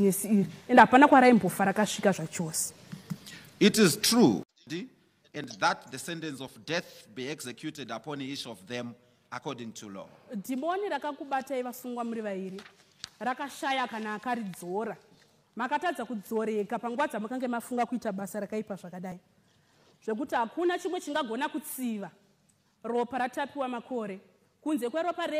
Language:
Shona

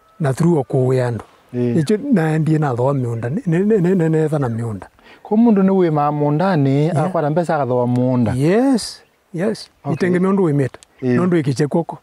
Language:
Kamba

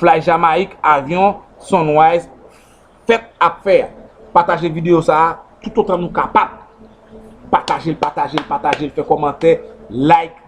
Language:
Haitian Creole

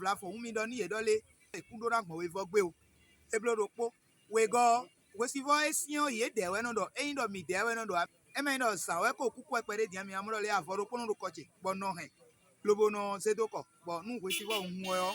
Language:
Fon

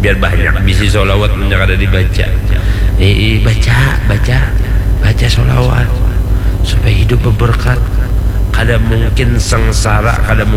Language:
Banjar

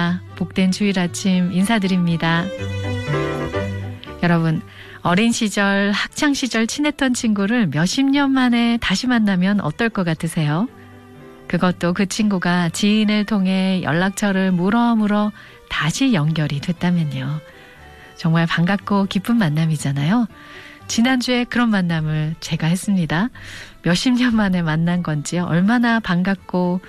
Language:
Korean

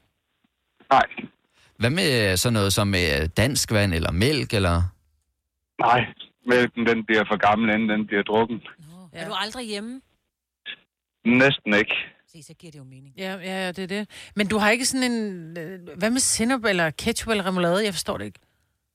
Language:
Danish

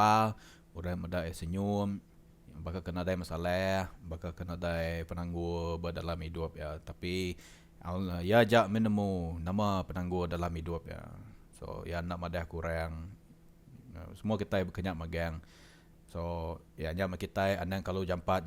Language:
Iban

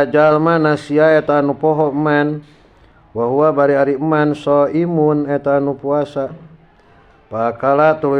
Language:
Sundanese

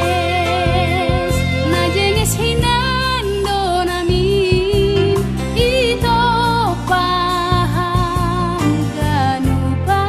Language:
Batak Simalungun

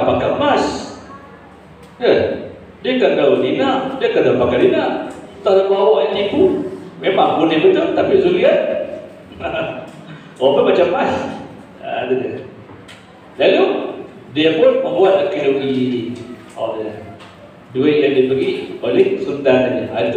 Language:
Malay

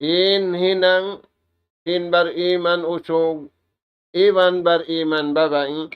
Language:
Tausug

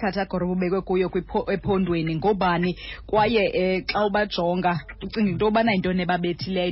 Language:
Xhosa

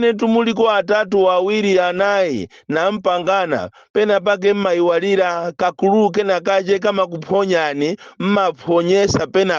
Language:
Nyanja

